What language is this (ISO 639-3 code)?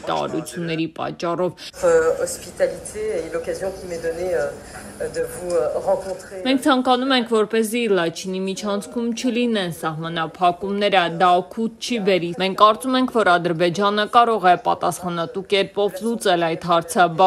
hye